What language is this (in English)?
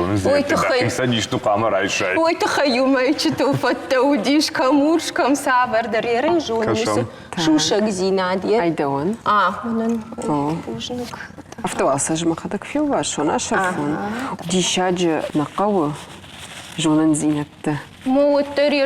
Ossetic